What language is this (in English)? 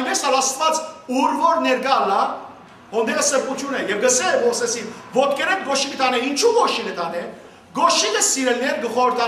Western Armenian